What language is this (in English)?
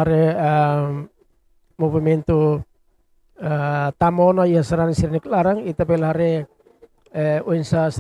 Tetum